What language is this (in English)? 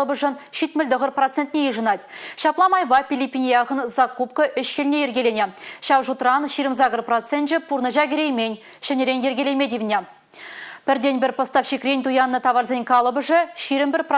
Chuvash